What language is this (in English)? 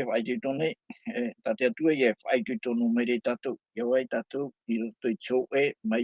Tahitian